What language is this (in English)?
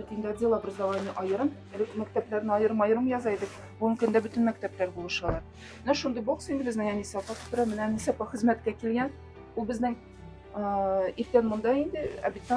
Tatar